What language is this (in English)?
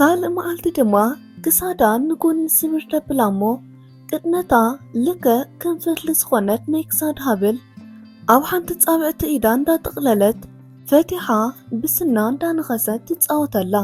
Tigrinya